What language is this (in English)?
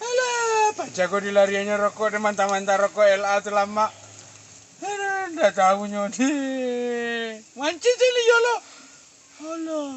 Minangkabau